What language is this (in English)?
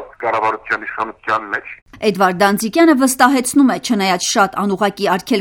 Armenian